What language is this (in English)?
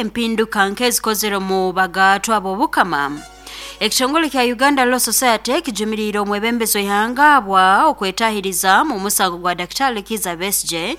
Nyoro